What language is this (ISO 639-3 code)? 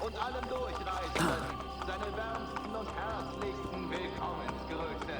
bar